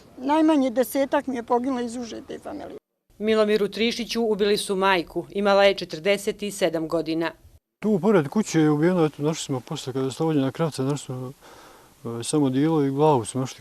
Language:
Bosnian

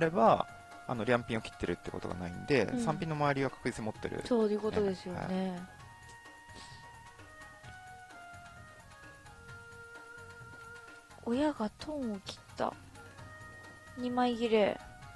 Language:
Japanese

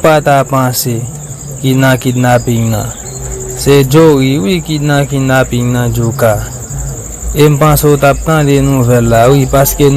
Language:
Haitian Creole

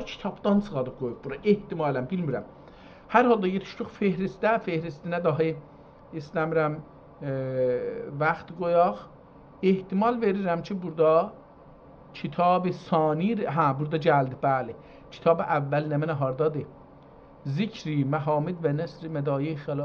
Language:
South Azerbaijani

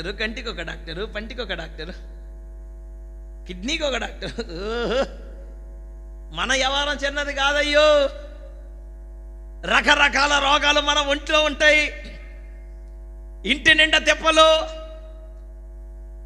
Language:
Telugu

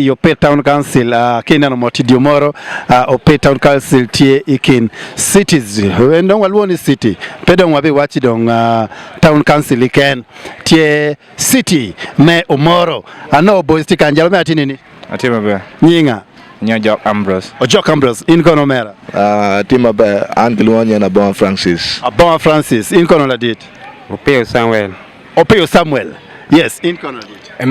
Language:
Acoli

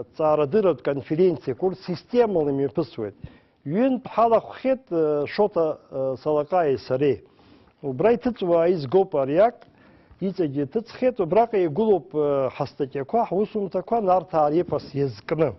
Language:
Abkhazian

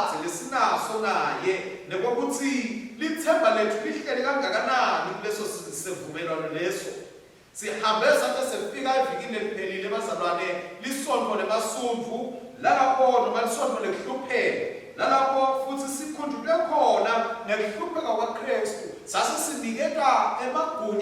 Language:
Swati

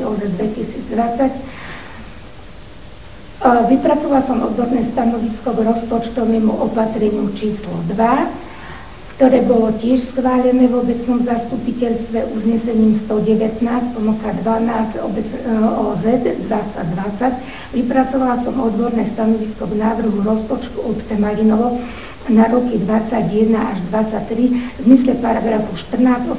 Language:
Slovak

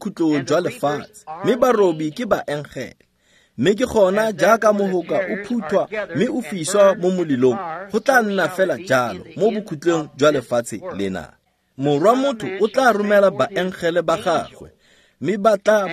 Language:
Tswana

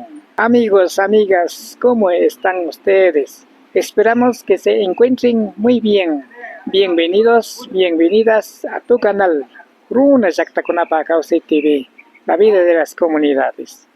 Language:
Imbabura Highland Quichua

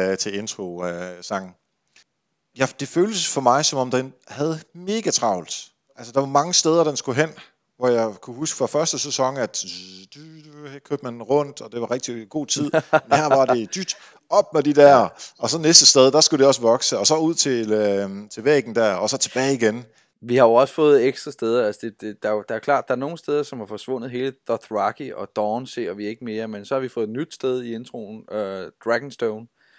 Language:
Danish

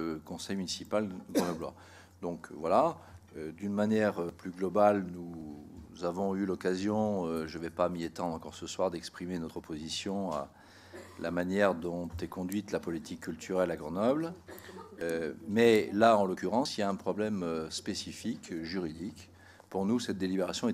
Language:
French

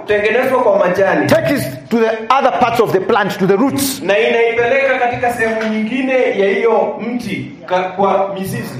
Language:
Swahili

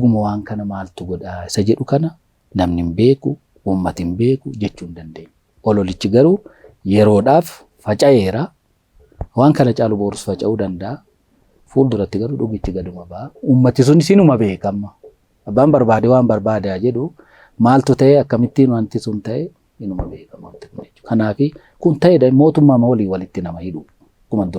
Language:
Oromo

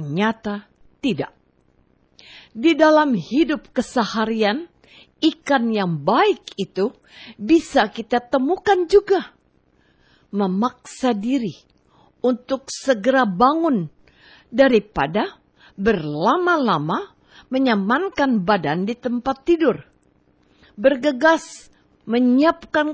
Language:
Indonesian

